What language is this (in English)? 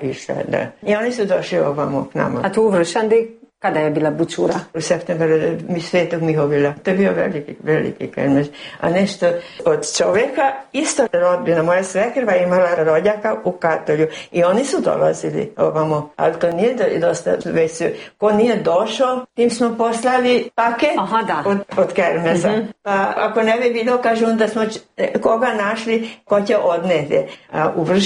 Croatian